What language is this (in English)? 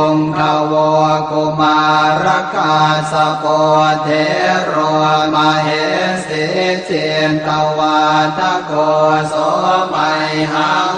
Pali